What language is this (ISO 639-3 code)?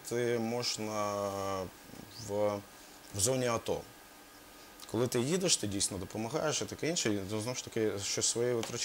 ukr